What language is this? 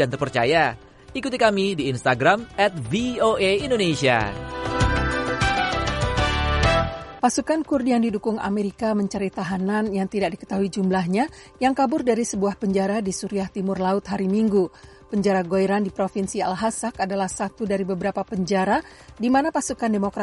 Indonesian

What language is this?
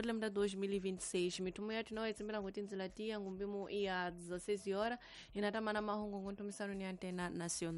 Tsonga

